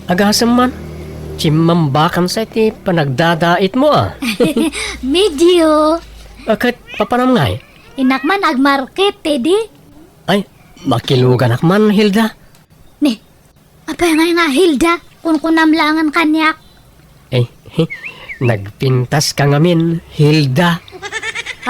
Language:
Iloko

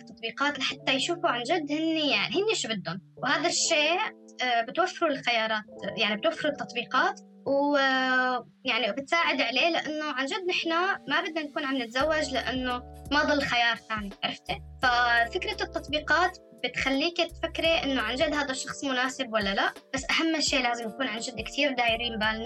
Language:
North Levantine Arabic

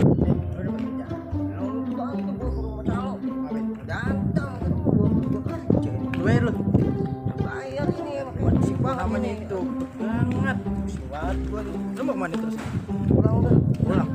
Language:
Betawi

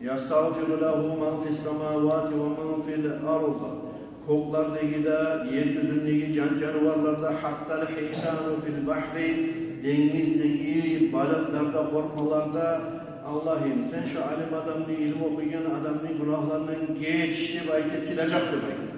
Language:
Kumyk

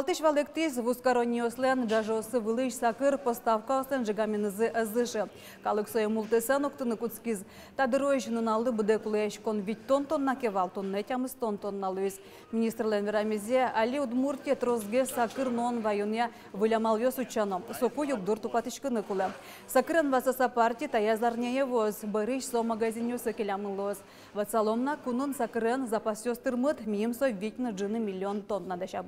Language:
Udmurt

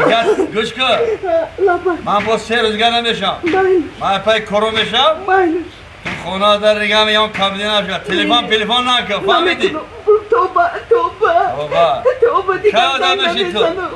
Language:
Tajik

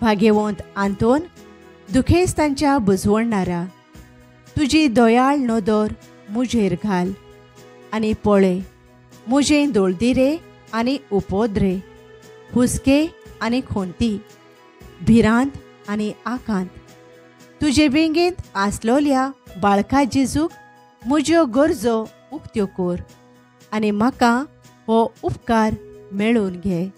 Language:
Konkani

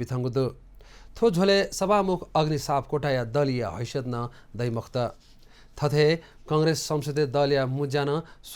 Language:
Newari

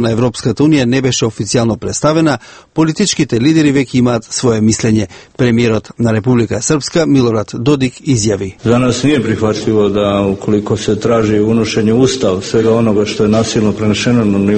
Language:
Macedonian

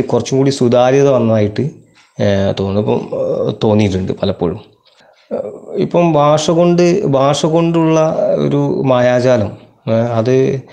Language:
Malayalam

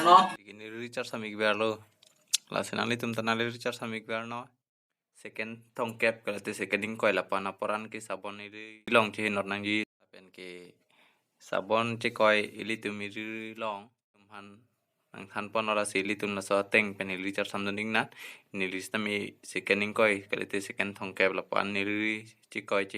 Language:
Karbi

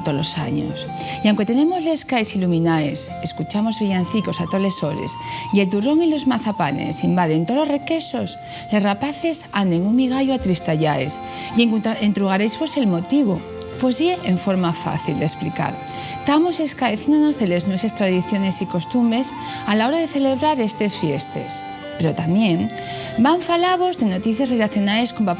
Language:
Asturian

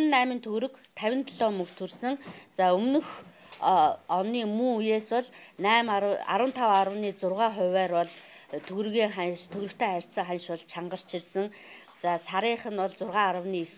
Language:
Mongolian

